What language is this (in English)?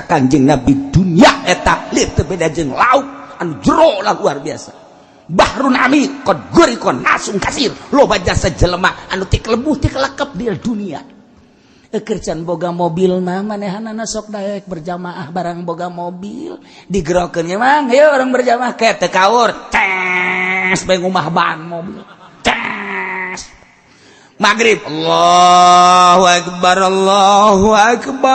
Sundanese